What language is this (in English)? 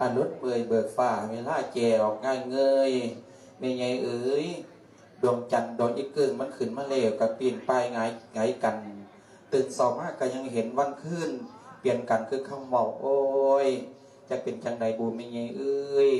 Lao